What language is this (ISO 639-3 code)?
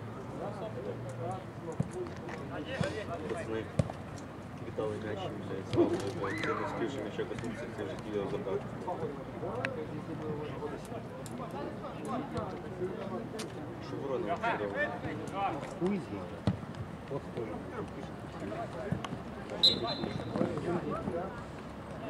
ukr